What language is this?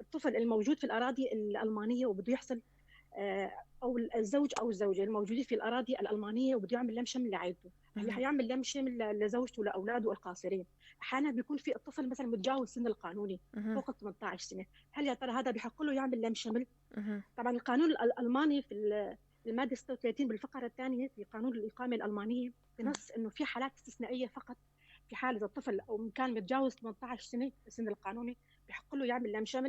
North Levantine Arabic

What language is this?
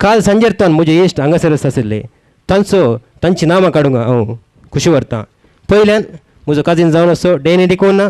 Konkani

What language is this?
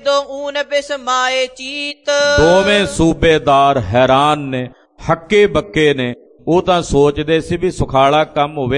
Punjabi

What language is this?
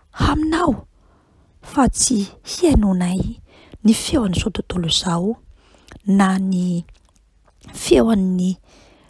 Malagasy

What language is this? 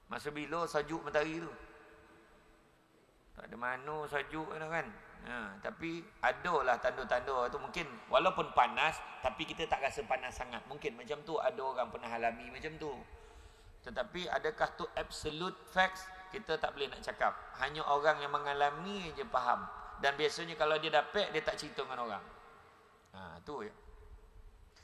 Malay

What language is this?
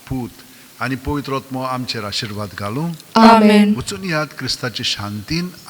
Konkani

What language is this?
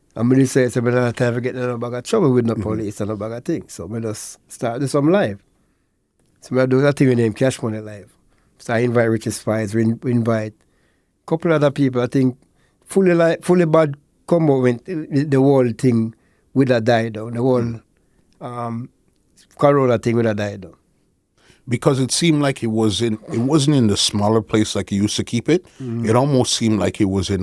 Jamaican Creole English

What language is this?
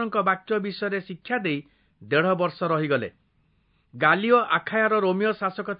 Odia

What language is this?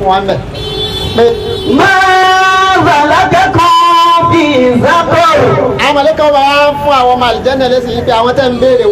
Yoruba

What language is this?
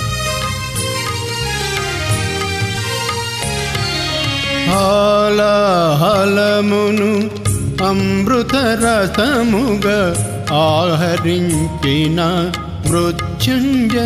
Telugu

